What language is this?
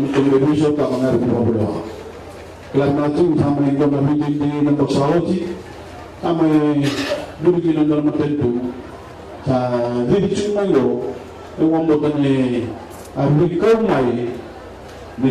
Fijian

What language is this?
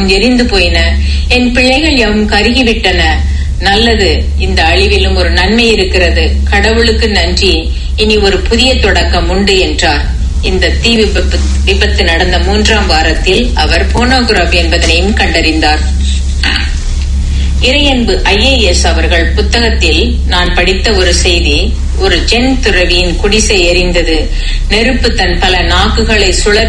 Tamil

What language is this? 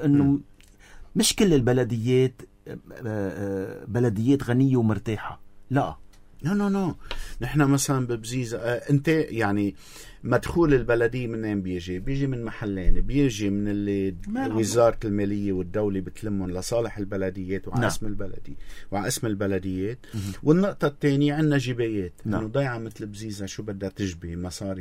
North Levantine Arabic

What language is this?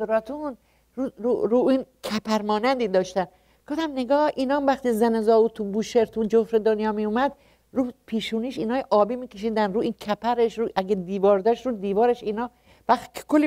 Persian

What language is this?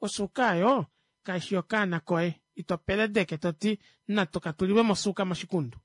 Kuanyama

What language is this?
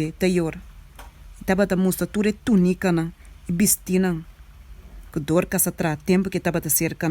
Papiamento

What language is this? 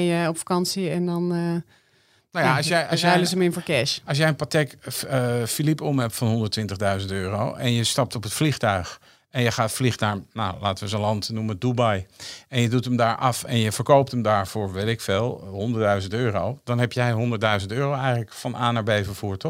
Dutch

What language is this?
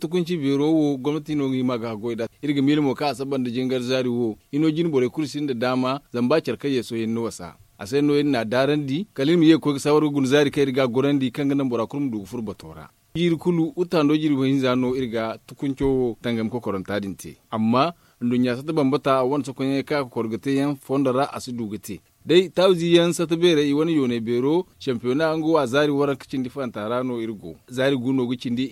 Zarma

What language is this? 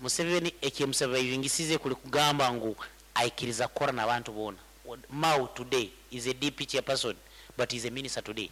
Nyankole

